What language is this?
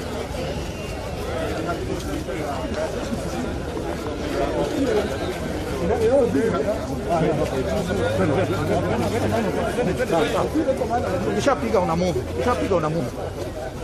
Swahili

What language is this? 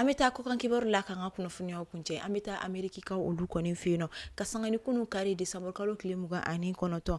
Bambara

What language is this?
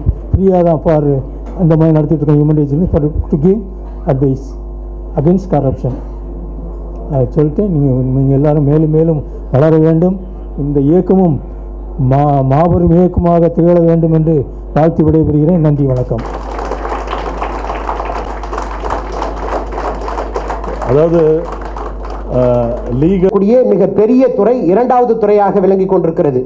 Tamil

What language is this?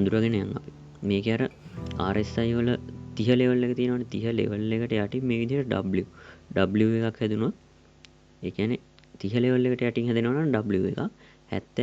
Sinhala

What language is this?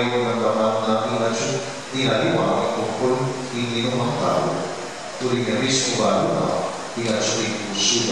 Pampanga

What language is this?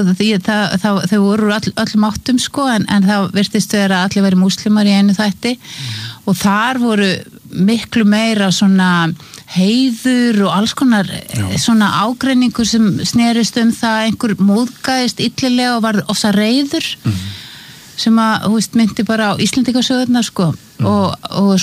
Icelandic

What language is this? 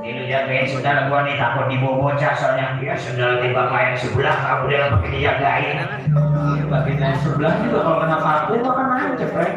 Betawi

